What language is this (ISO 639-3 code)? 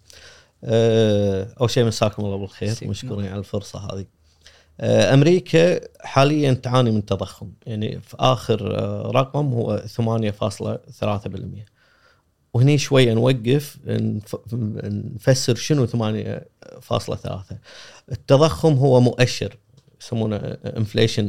afb